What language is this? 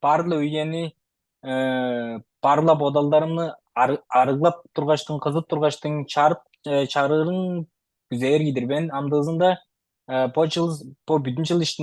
Tuvinian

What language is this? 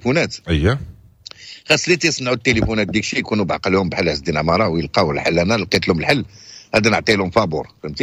Moroccan Arabic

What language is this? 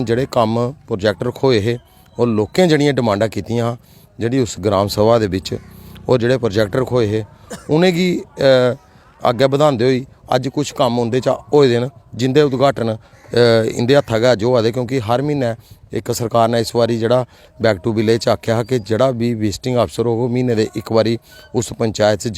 Dogri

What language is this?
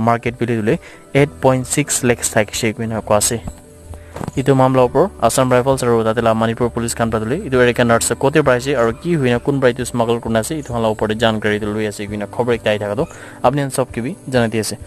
Naga Pidgin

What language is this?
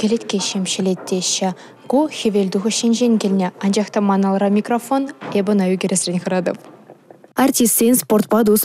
Chuvash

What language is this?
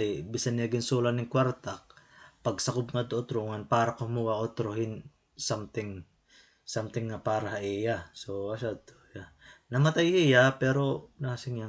Waray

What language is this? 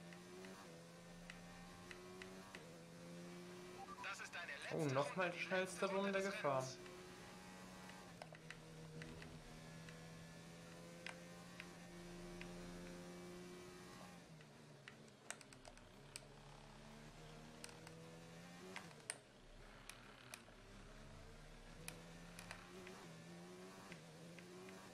German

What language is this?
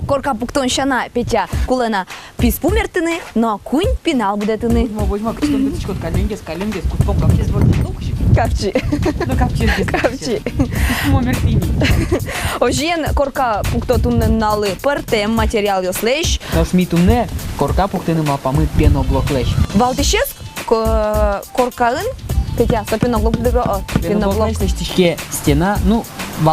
Udmurt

